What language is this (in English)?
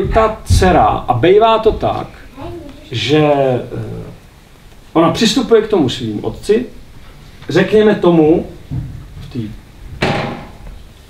Czech